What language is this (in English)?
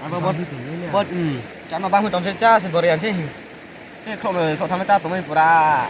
Riang (India)